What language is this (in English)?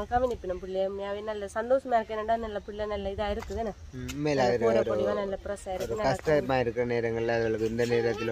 Tamil